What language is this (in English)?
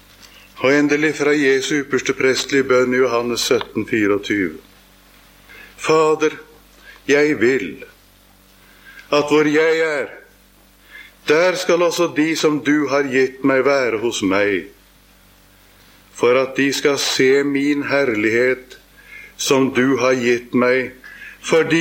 Norwegian